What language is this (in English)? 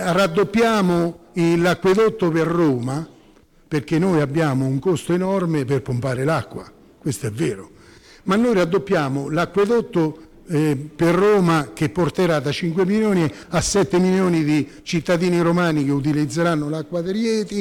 Italian